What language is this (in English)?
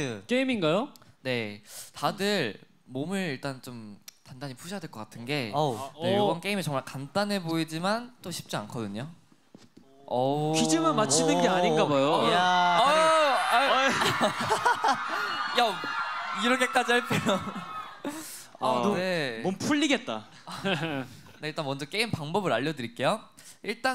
Korean